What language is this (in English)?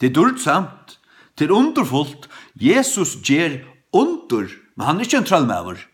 Faroese